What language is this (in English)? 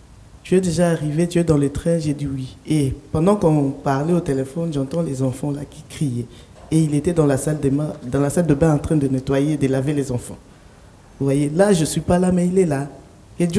French